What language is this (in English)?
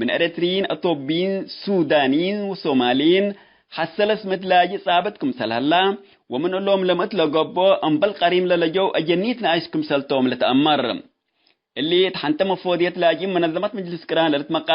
Tigre